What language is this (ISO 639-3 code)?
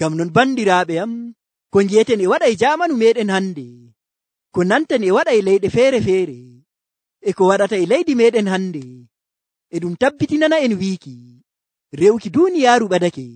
fuv